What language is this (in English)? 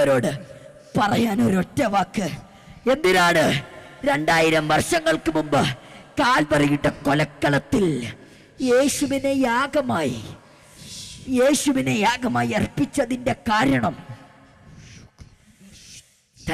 Malayalam